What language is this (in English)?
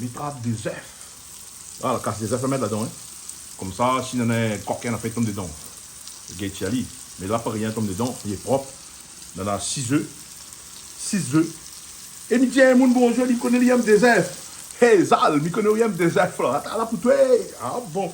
Réunion Creole French